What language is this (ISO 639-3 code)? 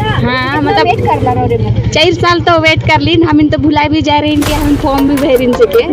sck